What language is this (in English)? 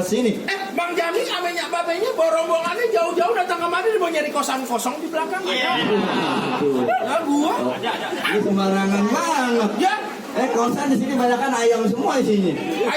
Betawi